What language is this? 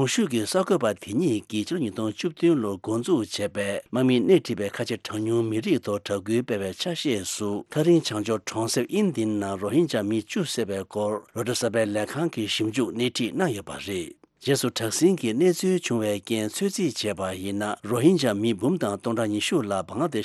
Tibetan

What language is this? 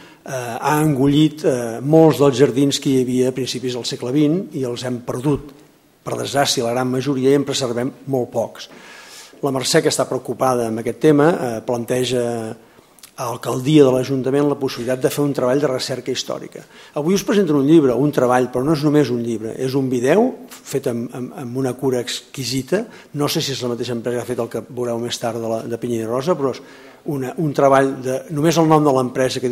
Catalan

